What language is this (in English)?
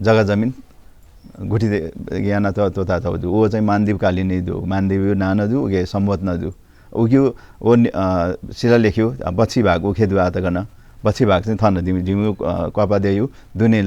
Newari